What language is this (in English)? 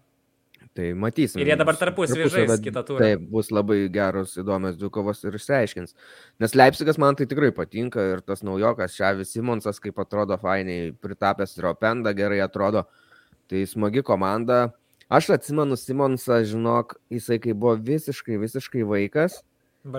Lithuanian